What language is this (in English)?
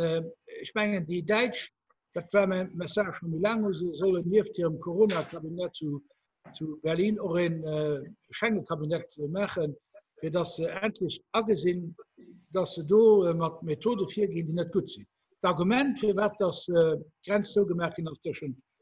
Luxembourgish